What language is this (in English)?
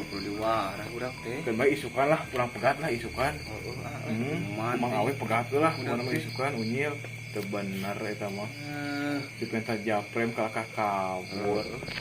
Sundanese